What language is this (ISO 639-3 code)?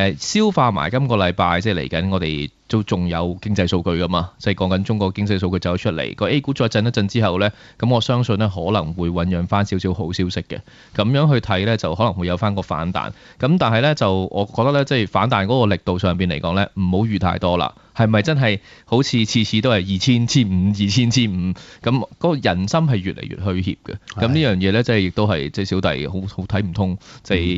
yue